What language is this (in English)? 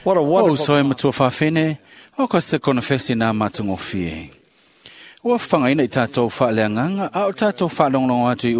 Samoan